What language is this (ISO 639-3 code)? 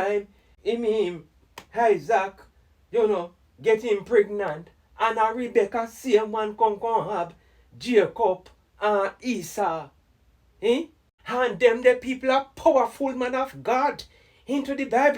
jam